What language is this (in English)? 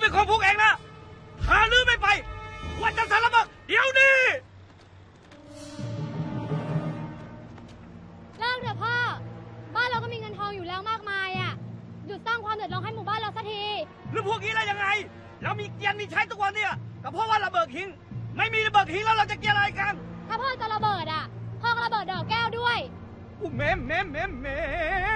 Thai